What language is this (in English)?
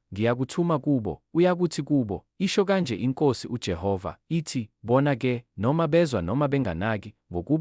Zulu